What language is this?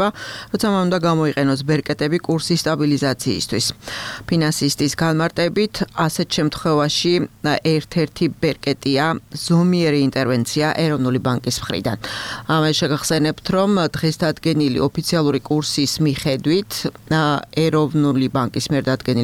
Georgian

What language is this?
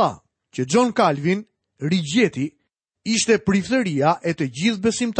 Albanian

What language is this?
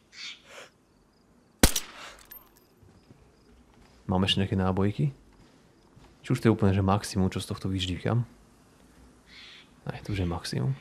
Slovak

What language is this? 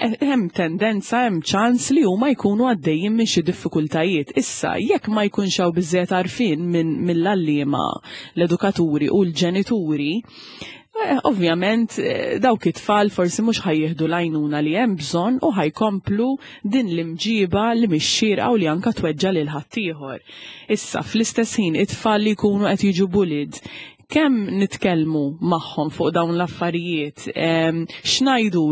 Maltese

